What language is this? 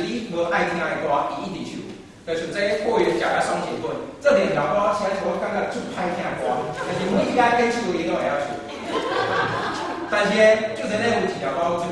Min Nan Chinese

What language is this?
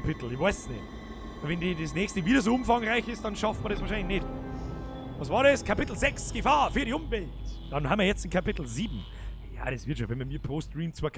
Bavarian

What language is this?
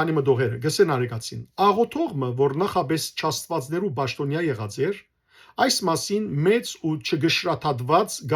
Western Armenian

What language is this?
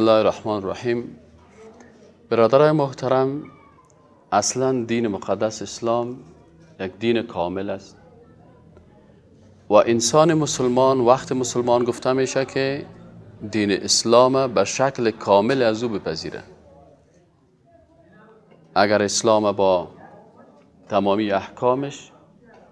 Persian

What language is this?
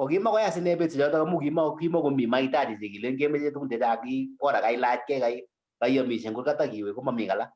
Kalenjin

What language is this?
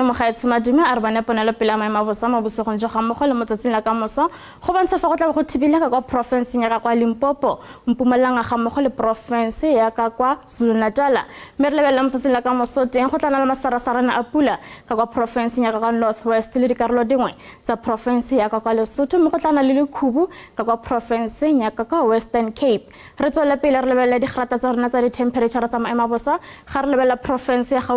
Tswana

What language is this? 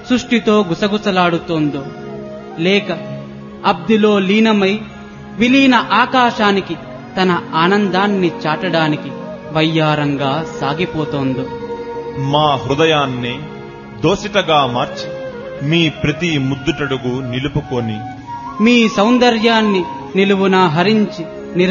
Telugu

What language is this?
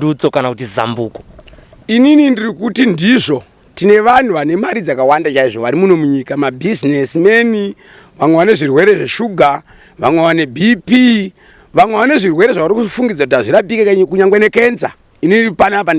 Shona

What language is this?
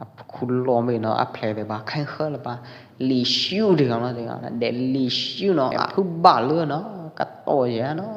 Pwo Eastern Karen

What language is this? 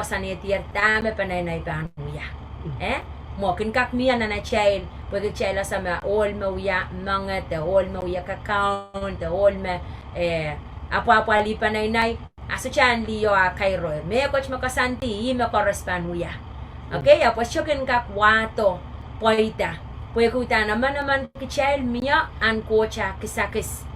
Pohnpeian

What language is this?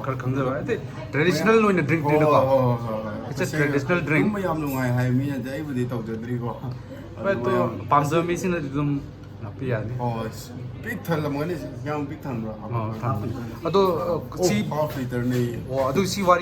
Manipuri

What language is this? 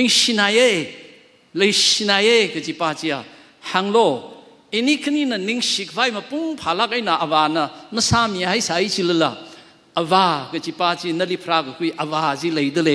Tangkhul Naga (India)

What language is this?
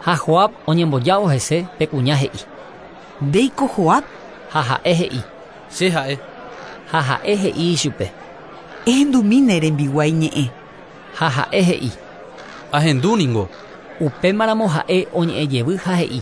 Guarani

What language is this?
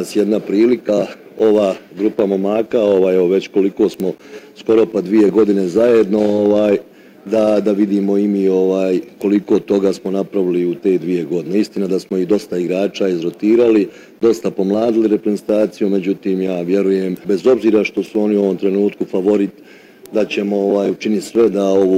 Bosnian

